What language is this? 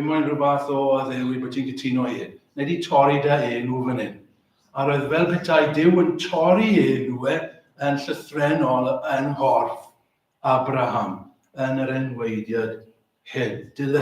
Welsh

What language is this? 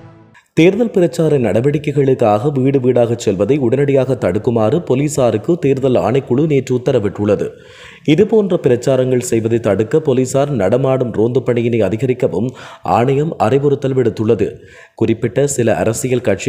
Tamil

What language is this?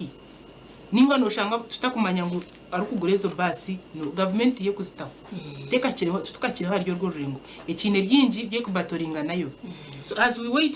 Nyankole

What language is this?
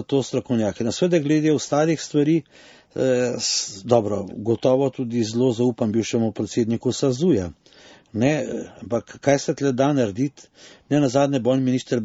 Slovenian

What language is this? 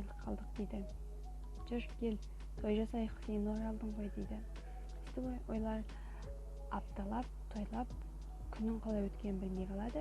Kazakh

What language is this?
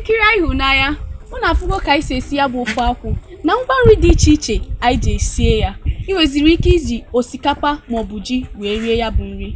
Igbo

